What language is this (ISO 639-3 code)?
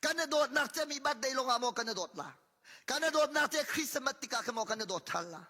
cnh